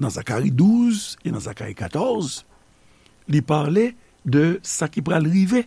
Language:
Haitian Creole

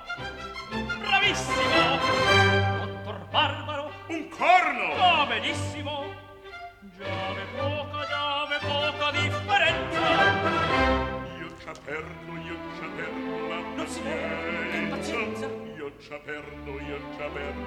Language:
Italian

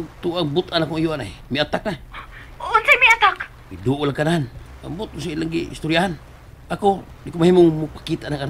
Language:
Cebuano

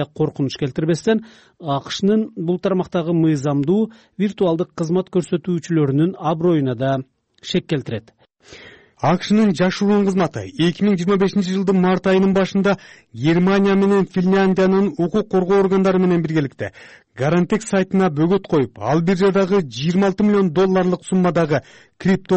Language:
Kyrgyz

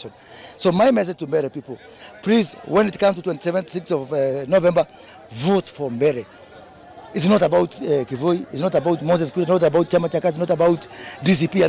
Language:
Kamba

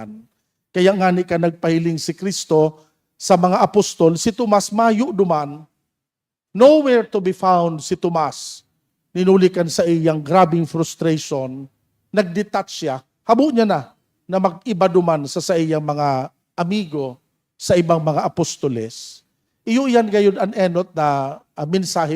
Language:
Bikol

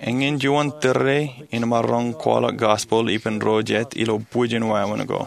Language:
Marshallese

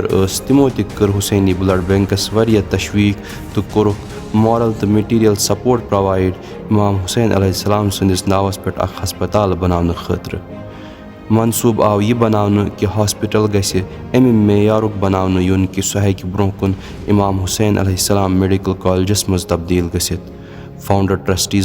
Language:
Kashmiri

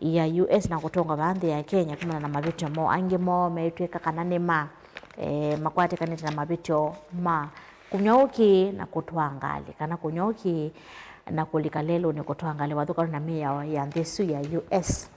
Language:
Kamba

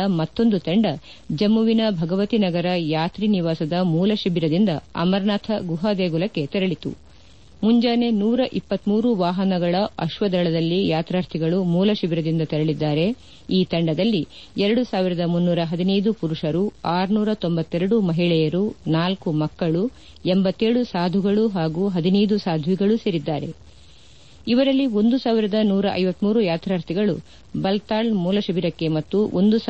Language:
Kannada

